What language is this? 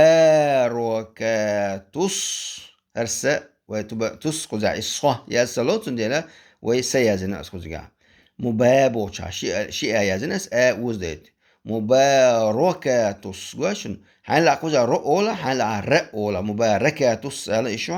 Chechen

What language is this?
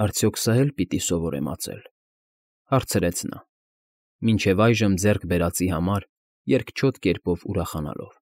Armenian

